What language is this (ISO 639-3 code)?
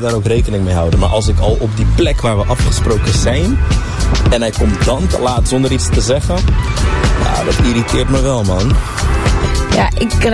nld